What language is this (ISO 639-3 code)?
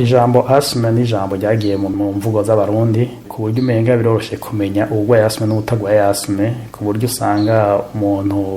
run